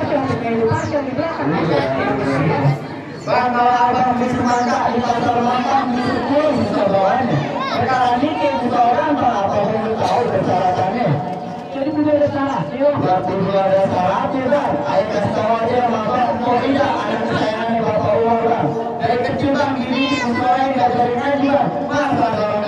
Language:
Betawi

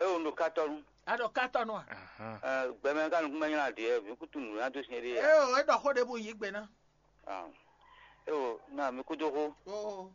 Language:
Fon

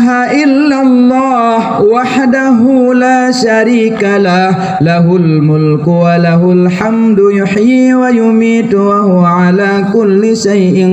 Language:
Achinese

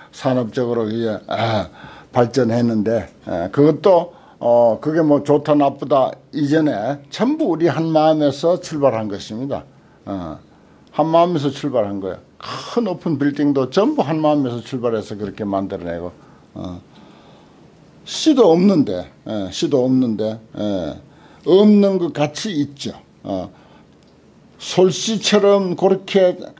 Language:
Korean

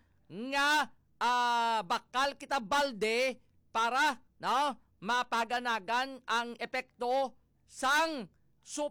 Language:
Hiligaynon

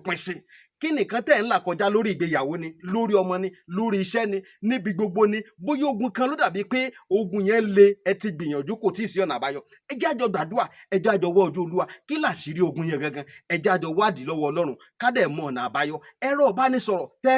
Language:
Yoruba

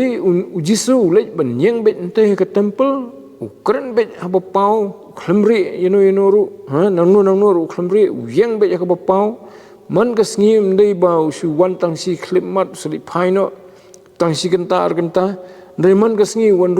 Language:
Khasi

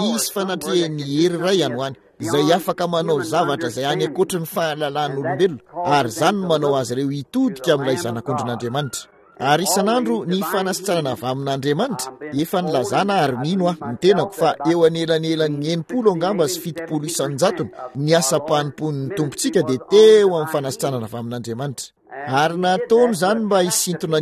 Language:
Malagasy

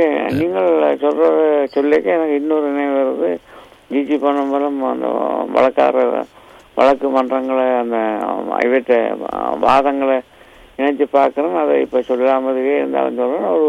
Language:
Tamil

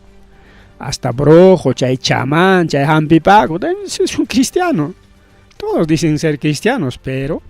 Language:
Ayacucho Quechua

